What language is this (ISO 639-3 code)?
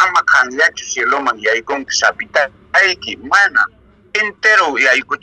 que